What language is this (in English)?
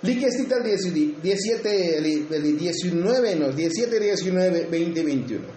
Tzotzil